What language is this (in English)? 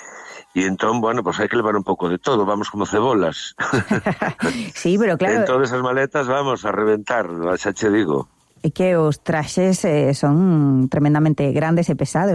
Galician